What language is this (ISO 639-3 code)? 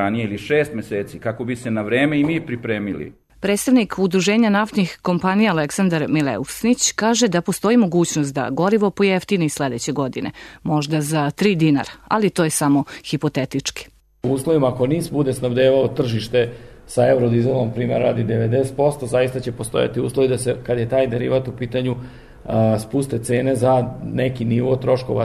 srp